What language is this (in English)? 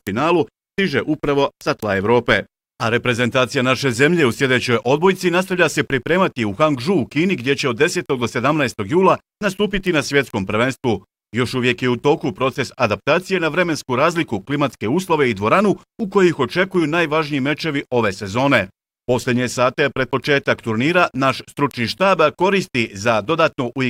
Bosnian